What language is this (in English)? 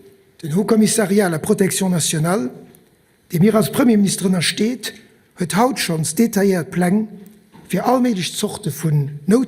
Luxembourgish